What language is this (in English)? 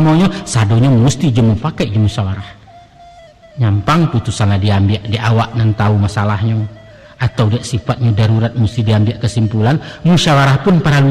Minangkabau